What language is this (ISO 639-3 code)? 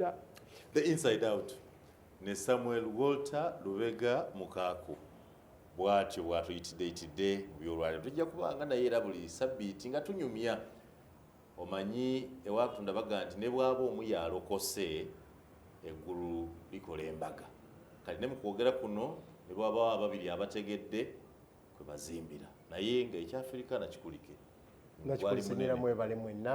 lug